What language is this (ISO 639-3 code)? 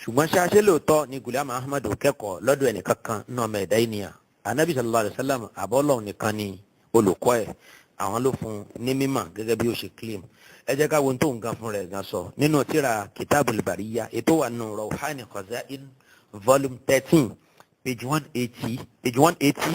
yor